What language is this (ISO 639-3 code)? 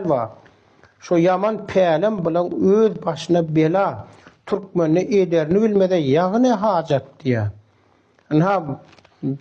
tuk